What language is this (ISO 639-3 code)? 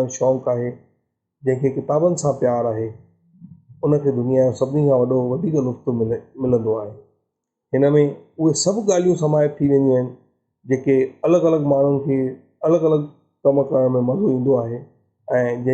snd